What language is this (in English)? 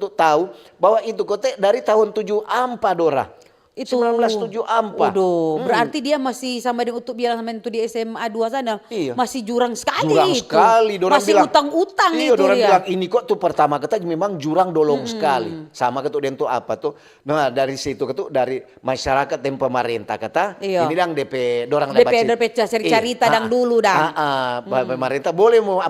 Manado Malay